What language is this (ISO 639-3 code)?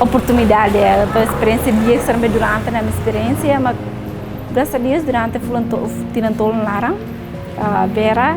tet